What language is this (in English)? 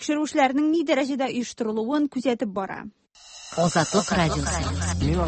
Tatar